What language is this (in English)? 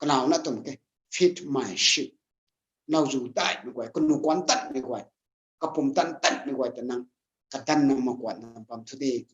Rongmei Naga